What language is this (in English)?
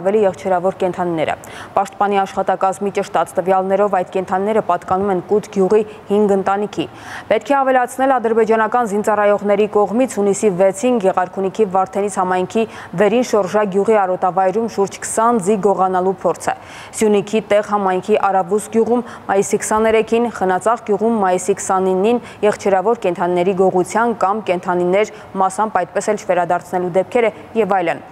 Armenian